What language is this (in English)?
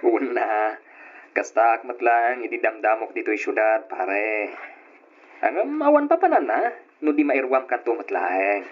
Iloko